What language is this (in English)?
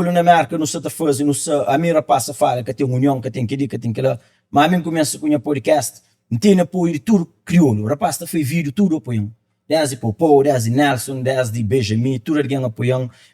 Kabuverdianu